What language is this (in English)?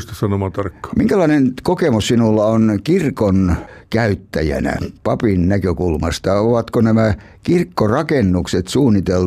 Finnish